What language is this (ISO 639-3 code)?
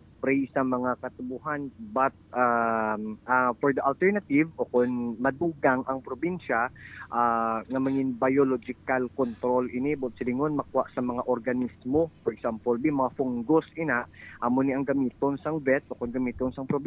hil